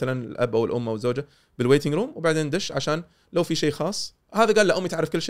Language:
Gulf Arabic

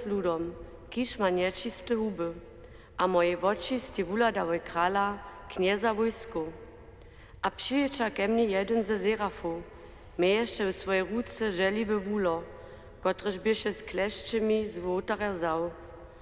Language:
Upper Sorbian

